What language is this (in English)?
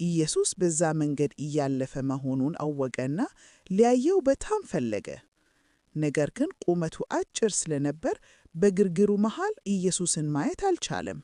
Amharic